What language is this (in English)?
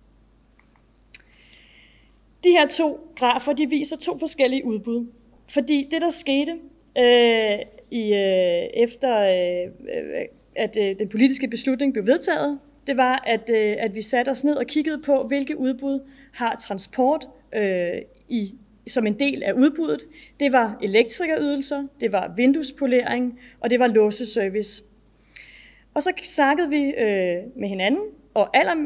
Danish